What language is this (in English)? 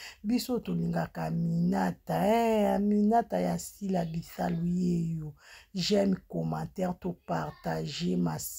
Lingala